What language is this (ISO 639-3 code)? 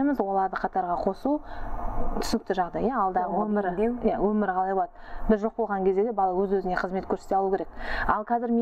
kaz